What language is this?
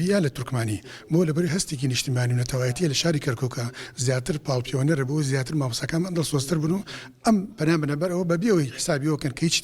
Central Kurdish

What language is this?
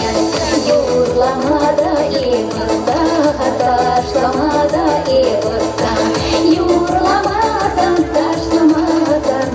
Chuvash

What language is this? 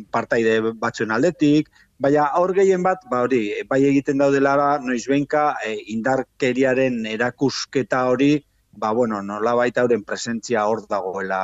Basque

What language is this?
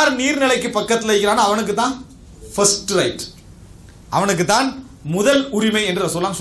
Tamil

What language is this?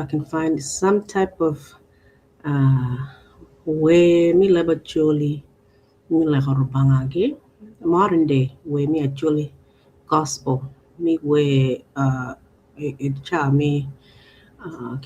Acoli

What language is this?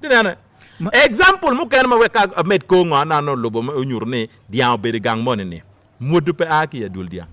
Acoli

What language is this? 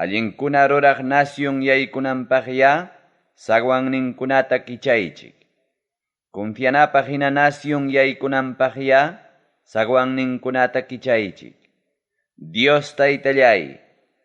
Ayacucho Quechua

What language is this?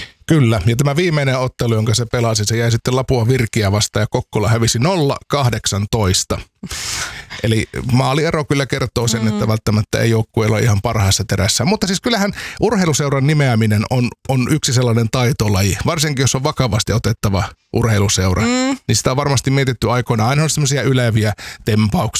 Finnish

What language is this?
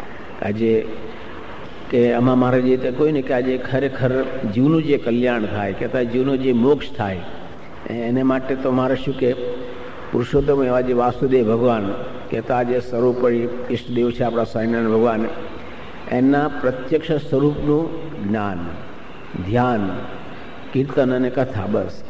Gujarati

